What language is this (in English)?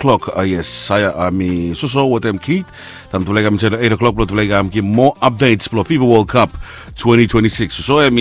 Bislama